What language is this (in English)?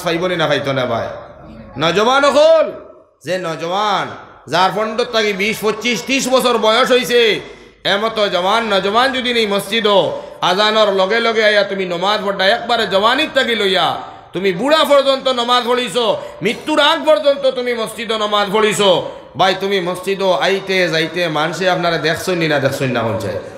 Sylheti